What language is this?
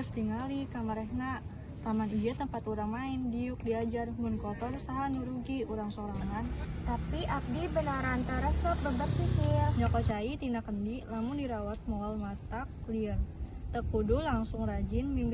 Sundanese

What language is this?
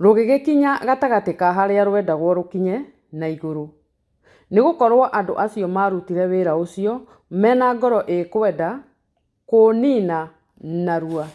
Kikuyu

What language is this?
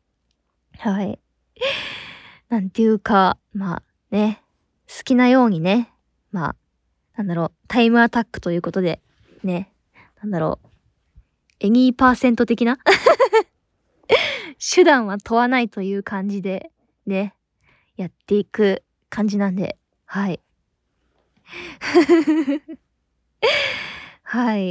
Japanese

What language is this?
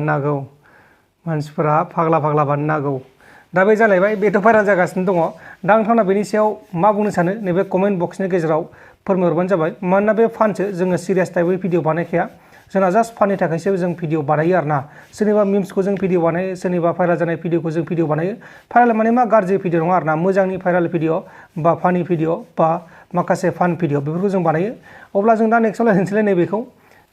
Bodo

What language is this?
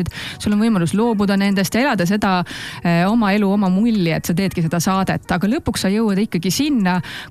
Estonian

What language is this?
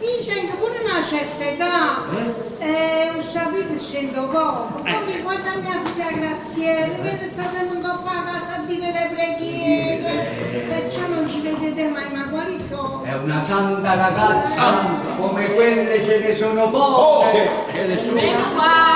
Neapolitan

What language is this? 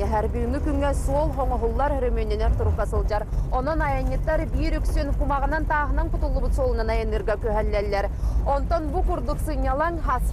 Yakut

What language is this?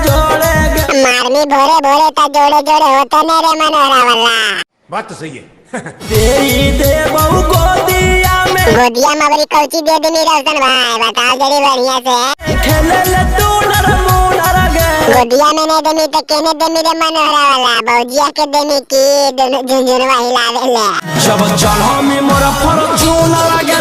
Magahi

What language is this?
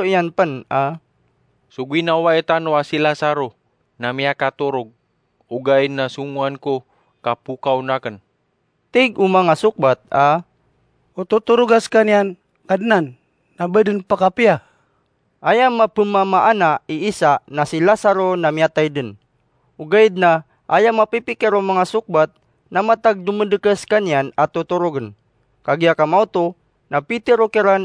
Maranao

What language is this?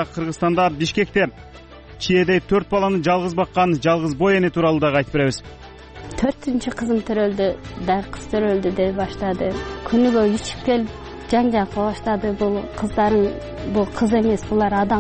Kyrgyz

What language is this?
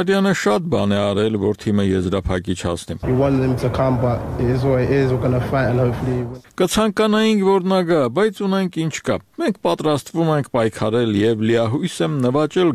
Armenian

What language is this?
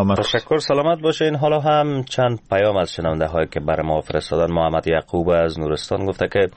Persian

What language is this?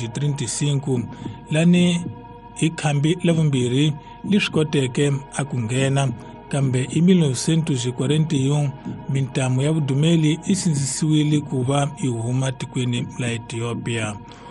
Tsonga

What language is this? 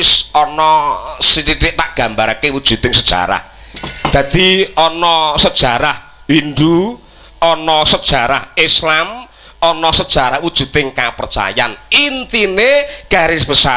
Javanese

